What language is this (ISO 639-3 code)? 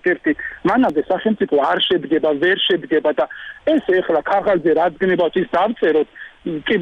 kat